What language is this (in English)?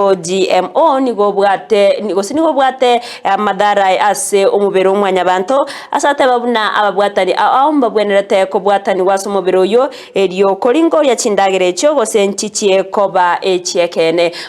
Gusii